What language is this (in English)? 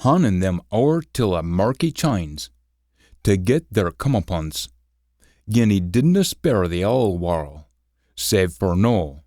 Scots